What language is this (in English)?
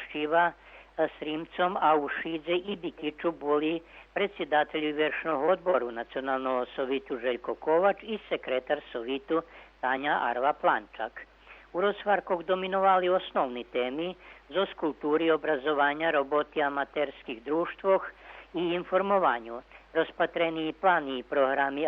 Rusyn